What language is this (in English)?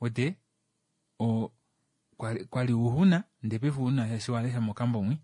Kuanyama